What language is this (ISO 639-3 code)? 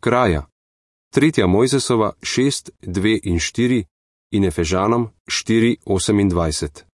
slv